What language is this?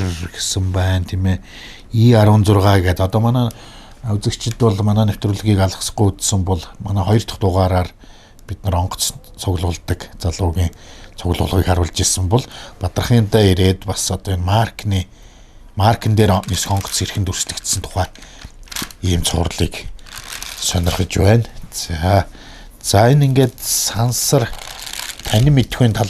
Mongolian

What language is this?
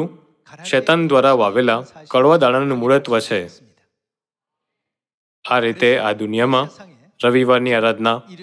Gujarati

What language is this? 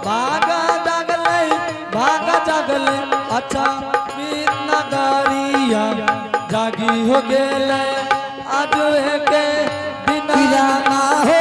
Angika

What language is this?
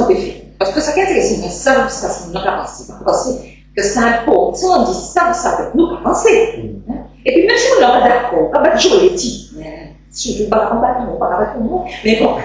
Guadeloupean Creole French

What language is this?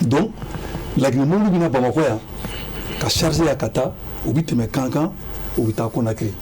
Bambara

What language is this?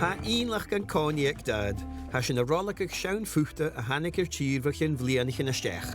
Scottish Gaelic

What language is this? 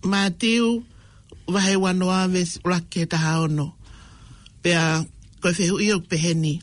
Tongan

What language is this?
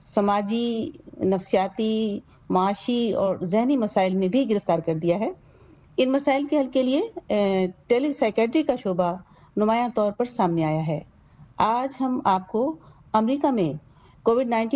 Urdu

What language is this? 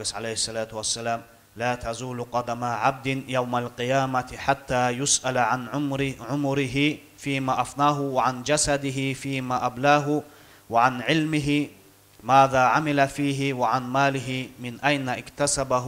Avaric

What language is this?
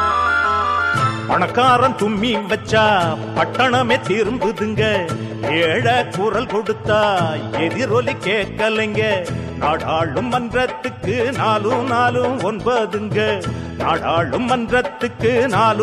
Tamil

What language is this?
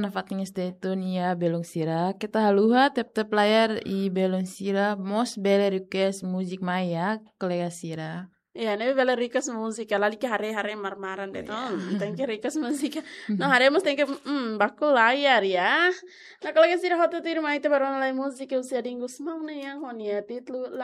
Tetum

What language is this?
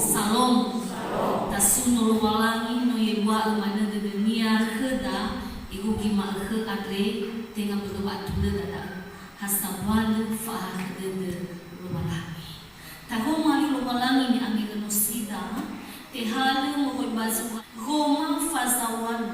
Nias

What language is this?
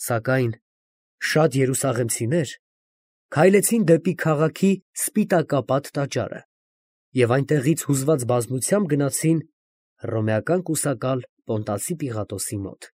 Armenian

